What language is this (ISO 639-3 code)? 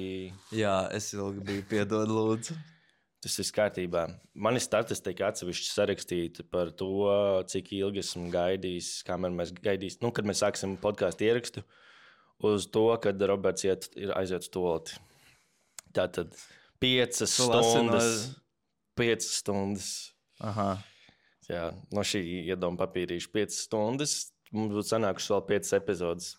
lav